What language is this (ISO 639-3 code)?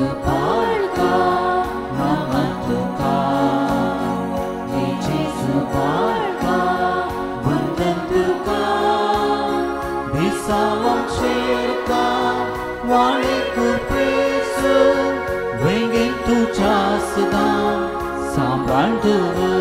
kok